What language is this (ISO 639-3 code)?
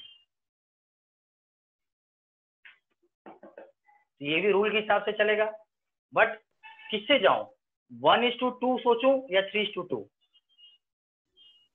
hin